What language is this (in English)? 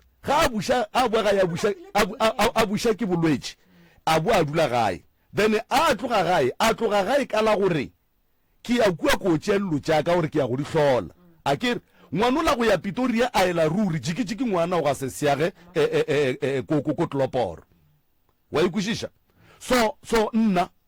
Northern Sotho